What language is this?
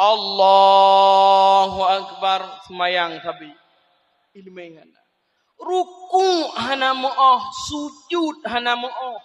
Achinese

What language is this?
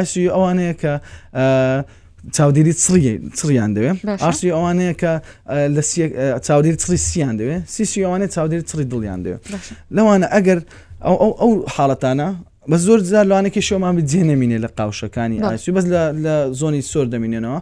Central Kurdish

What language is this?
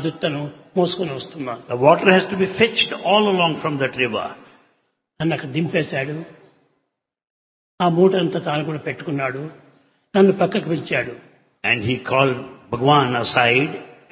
Telugu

